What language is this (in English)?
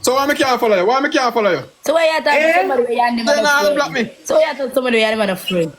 Jamaican Creole English